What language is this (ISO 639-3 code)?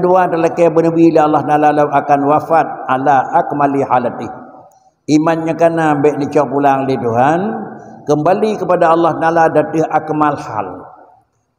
ace